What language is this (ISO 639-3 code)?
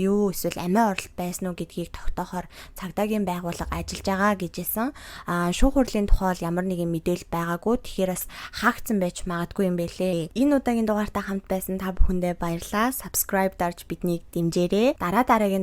mon